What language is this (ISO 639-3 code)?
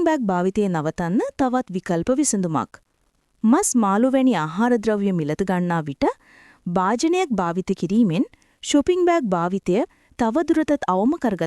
sin